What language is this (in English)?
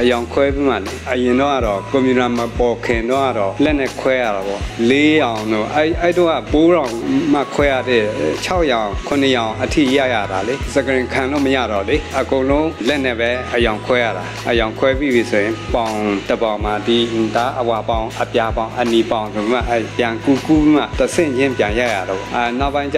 Burmese